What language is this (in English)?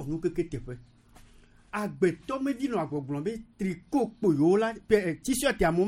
Gen